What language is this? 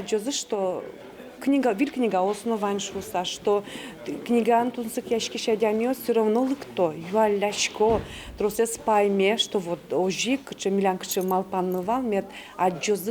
Udmurt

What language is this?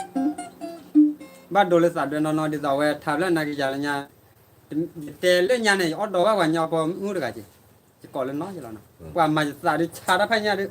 S'gaw Karen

